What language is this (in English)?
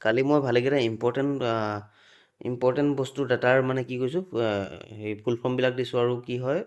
Assamese